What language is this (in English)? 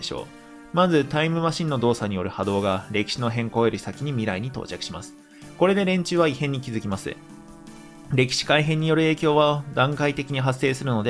Japanese